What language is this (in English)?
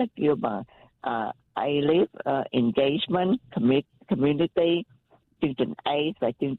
Vietnamese